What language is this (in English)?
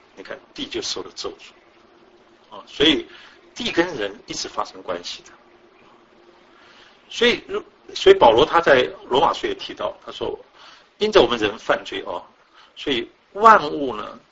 Chinese